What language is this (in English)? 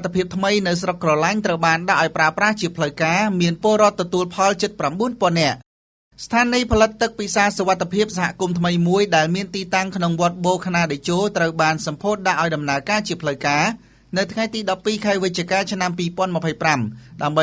Khmer